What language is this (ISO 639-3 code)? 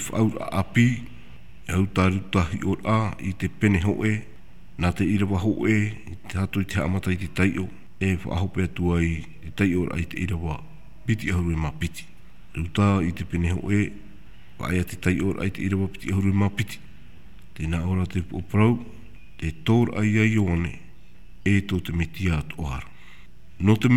tah